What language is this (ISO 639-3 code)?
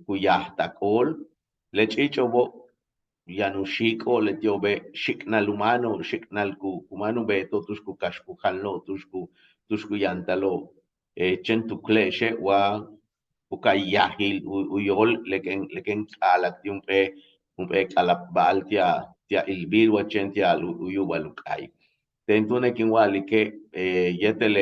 yua